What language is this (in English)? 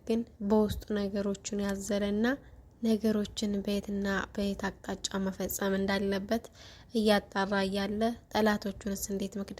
Amharic